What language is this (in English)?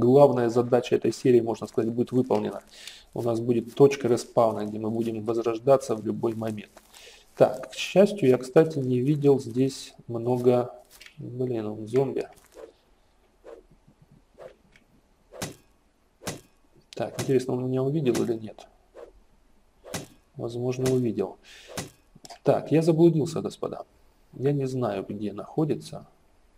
Russian